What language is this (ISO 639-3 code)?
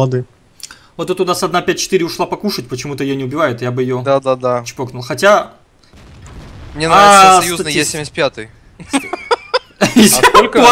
rus